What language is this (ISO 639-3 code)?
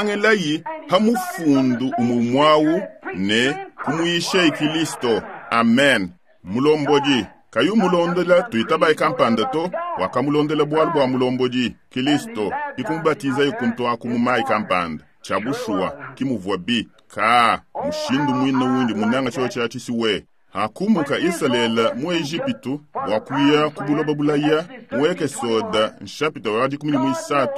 lua